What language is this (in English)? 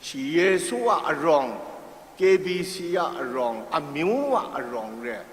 Kachin